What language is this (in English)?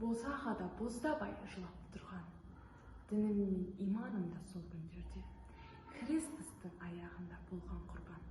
Kazakh